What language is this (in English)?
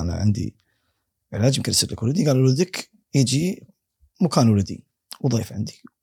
Gulf Arabic